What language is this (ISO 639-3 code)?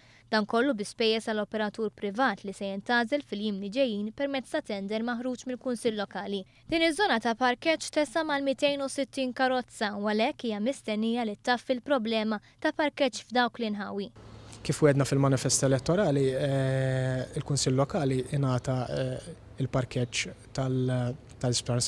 mlt